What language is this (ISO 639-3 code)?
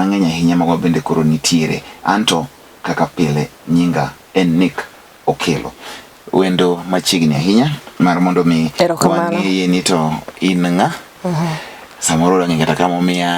luo